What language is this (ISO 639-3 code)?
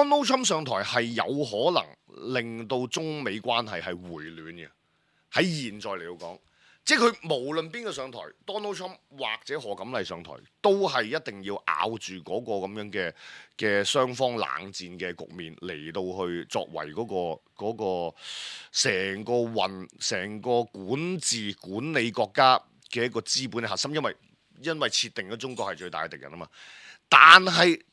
yue